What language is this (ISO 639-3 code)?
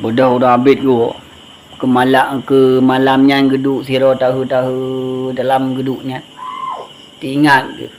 ace